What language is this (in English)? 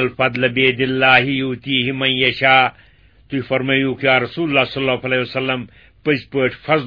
Kashmiri